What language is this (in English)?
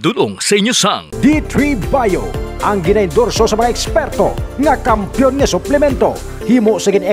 Hiligaynon